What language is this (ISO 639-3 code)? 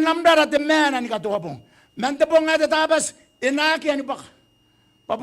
gil